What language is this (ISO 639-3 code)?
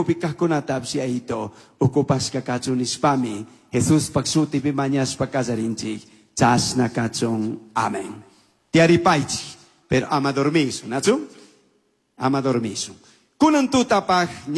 qug